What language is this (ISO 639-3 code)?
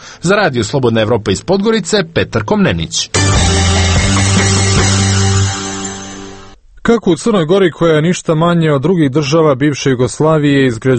srp